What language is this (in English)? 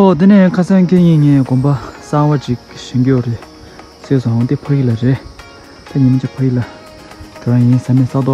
Tibetan